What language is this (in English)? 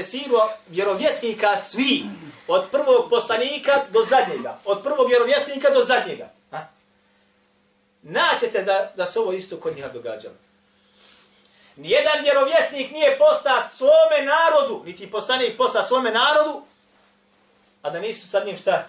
Bosnian